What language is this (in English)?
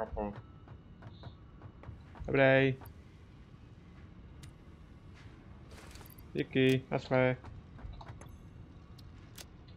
Czech